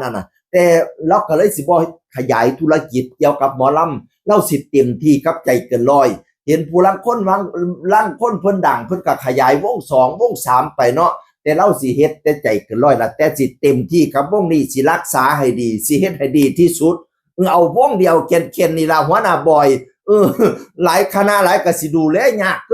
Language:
Northeastern Thai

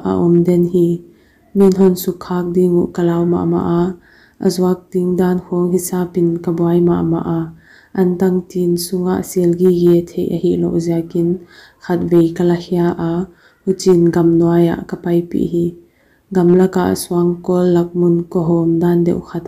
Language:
Paite Chin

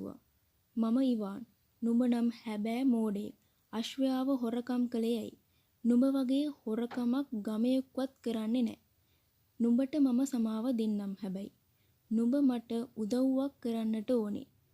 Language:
Sinhala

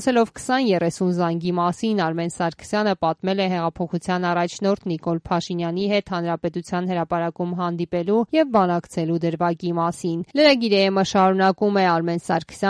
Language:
Armenian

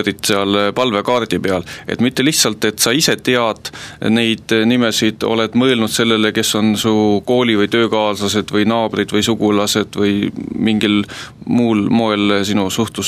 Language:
Estonian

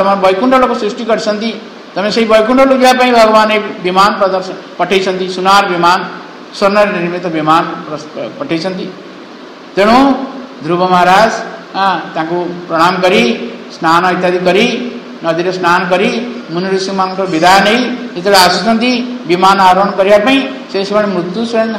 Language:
Odia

